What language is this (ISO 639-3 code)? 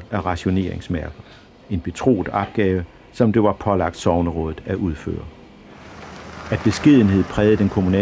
dan